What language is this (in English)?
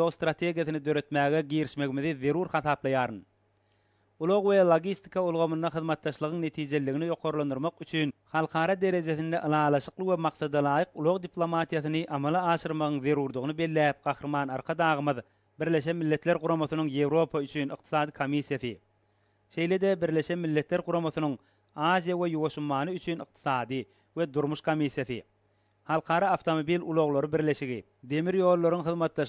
Turkmen